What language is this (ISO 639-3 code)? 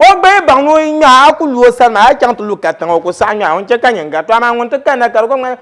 dag